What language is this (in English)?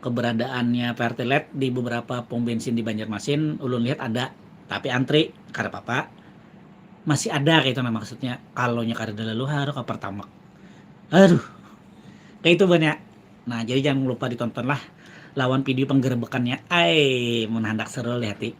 Banjar